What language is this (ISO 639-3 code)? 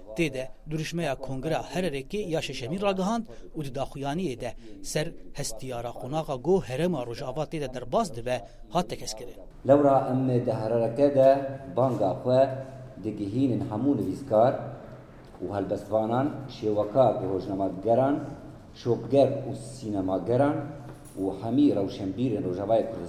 kur